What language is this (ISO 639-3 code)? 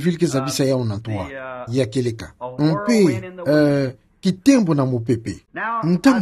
ktu